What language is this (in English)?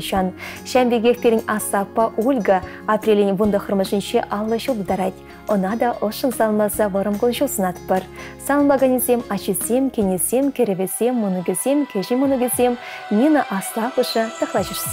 Chuvash